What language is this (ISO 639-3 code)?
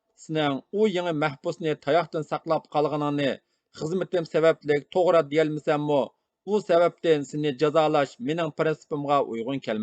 uig